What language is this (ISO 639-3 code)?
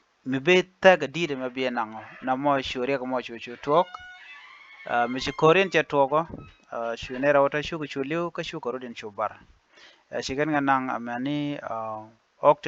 nus